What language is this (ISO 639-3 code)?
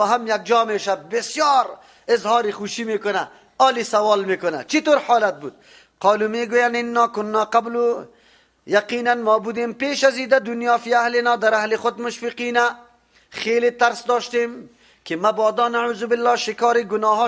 fas